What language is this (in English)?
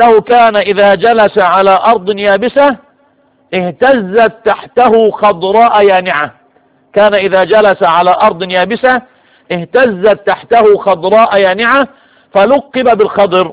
Arabic